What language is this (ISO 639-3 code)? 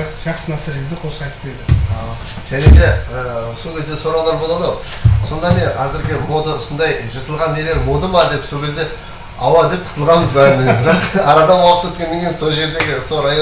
kaa